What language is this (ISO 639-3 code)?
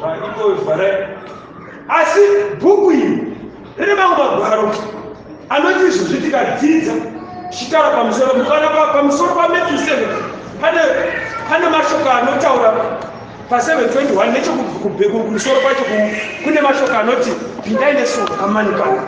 sna